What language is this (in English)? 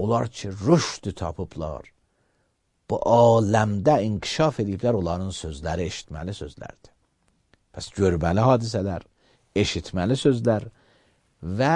Azerbaijani